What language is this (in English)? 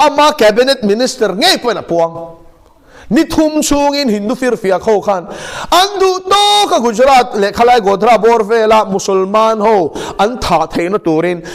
Mizo